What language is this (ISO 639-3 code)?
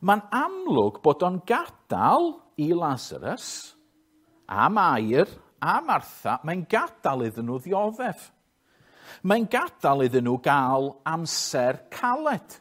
cym